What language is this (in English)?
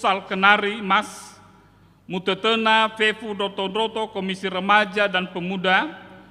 Nias